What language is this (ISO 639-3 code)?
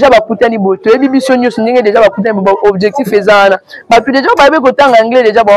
lin